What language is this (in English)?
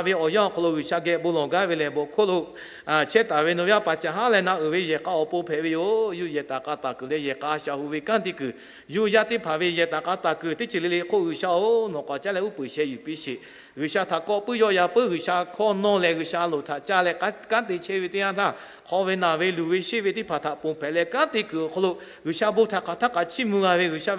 Lahu